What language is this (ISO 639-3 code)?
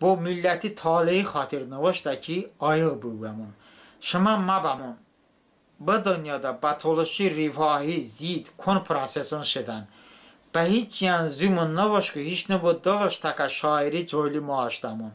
tly